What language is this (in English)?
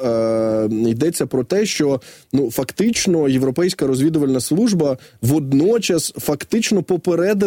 Ukrainian